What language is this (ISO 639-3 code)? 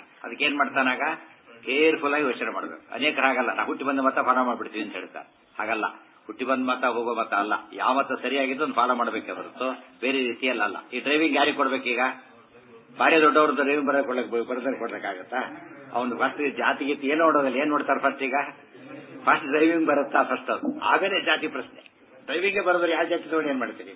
kan